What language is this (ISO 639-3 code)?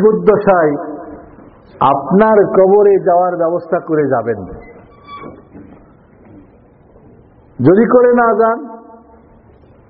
ben